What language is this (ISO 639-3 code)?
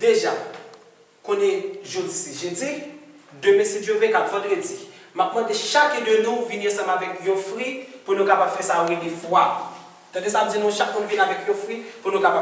hat